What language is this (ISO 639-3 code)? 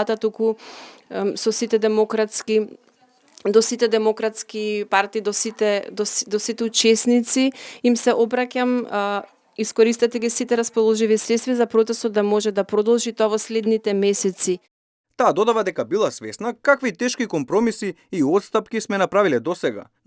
mkd